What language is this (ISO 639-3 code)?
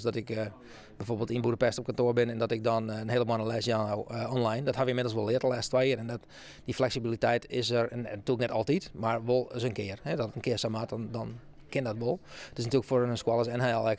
fry